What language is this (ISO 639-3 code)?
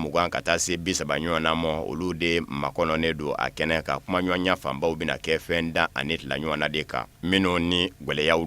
bam